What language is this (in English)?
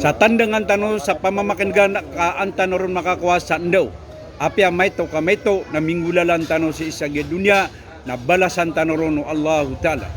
Maranao